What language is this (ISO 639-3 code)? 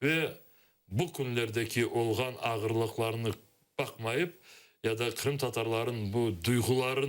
crh